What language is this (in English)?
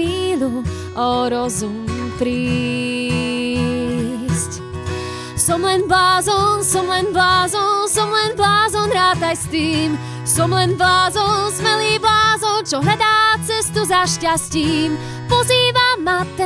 Slovak